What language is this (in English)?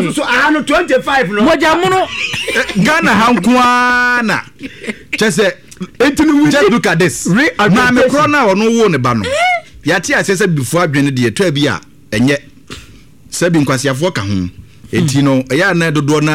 Akan